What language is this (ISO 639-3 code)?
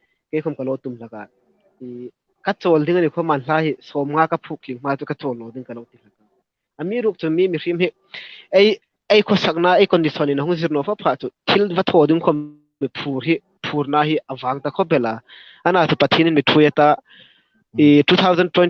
hmr